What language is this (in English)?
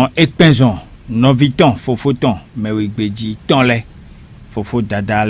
Fon